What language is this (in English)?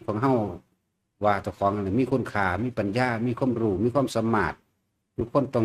Northeastern Thai